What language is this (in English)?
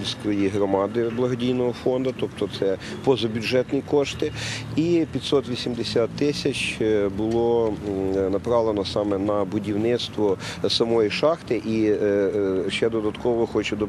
Ukrainian